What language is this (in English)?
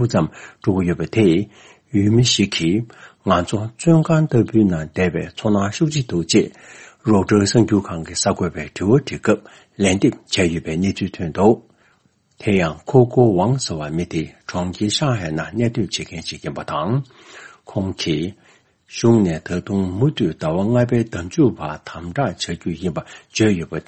Tibetan